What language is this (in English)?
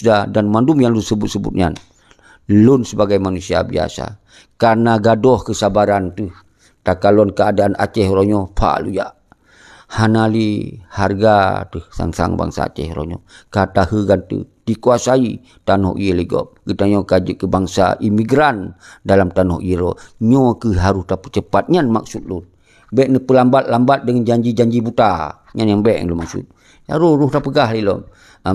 Achinese